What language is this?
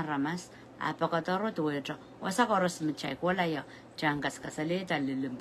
Pohnpeian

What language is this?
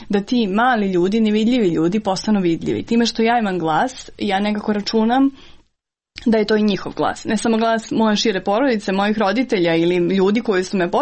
Serbian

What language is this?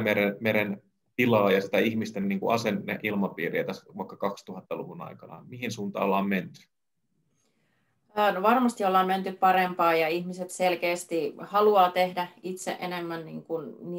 Finnish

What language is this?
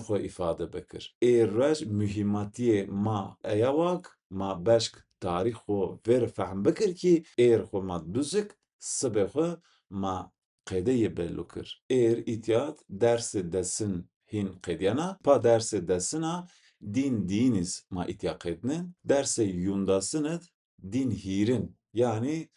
Zaza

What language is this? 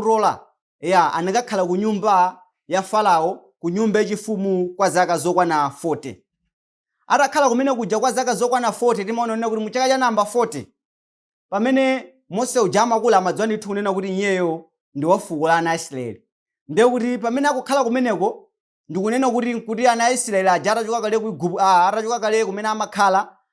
Nyanja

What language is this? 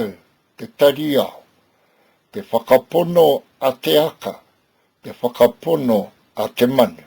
Māori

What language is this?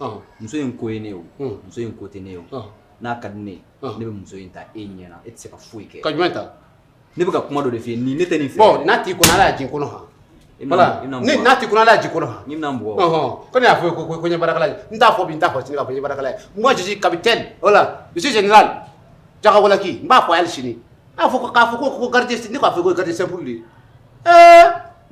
Bambara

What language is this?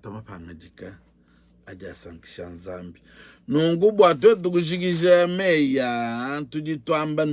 Luba-Lulua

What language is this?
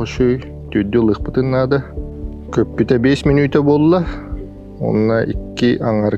Yakut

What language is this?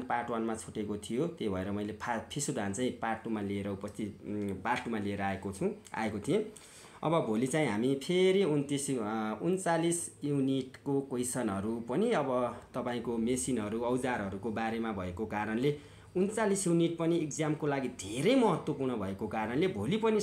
Nepali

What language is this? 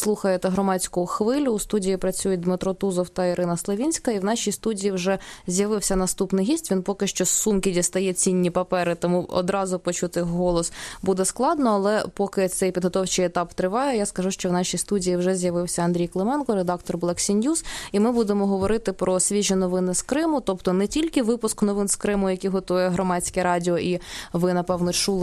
Ukrainian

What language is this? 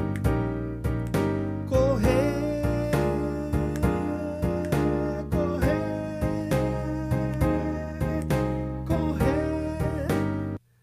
Portuguese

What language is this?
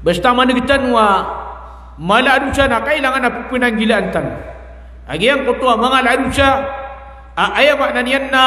Maranao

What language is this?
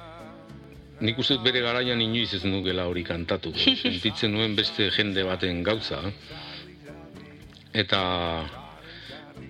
Basque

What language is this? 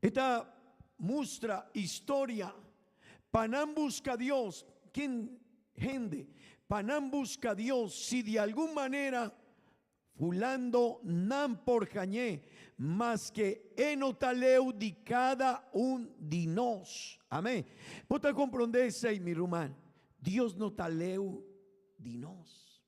Papiamento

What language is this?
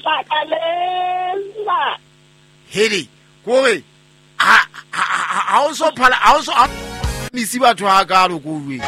Southern Sotho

